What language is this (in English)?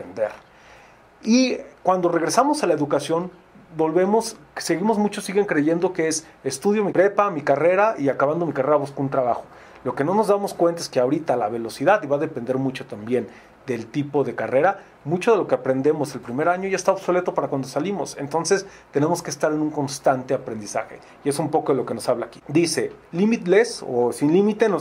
Spanish